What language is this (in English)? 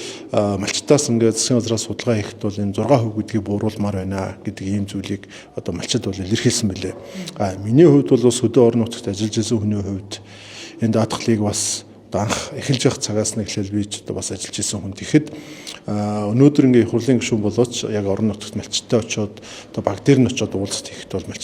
Mongolian